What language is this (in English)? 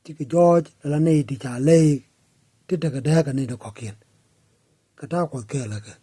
Nuer